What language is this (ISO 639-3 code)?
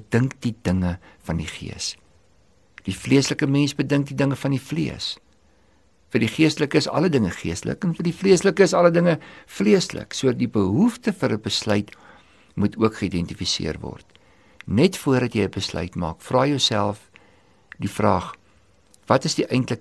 afr